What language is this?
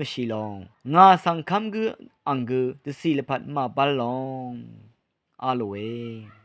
Rawang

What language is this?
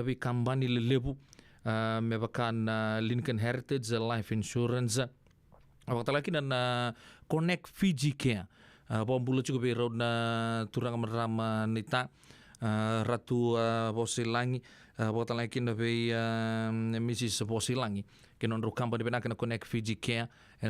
Fijian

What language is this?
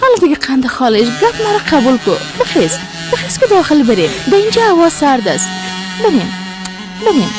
Persian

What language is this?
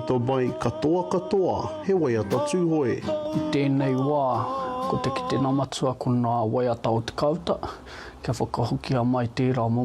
Māori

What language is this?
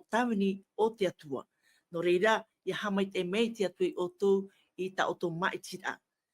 Tahitian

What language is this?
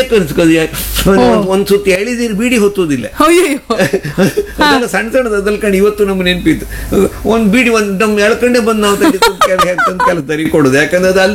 Kannada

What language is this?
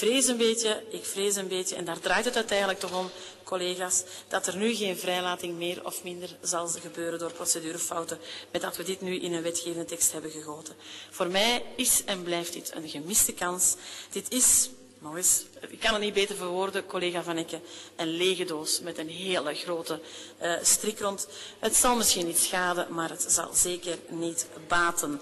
Dutch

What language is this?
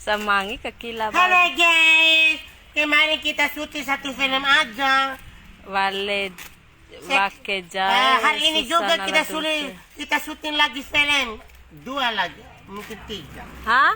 Bima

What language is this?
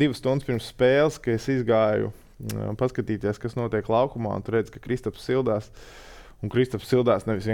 Latvian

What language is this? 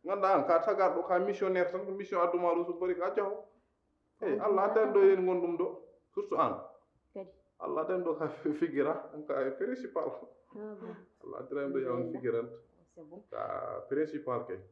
Fula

